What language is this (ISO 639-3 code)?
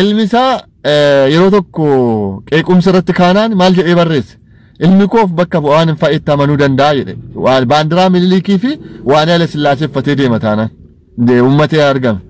orm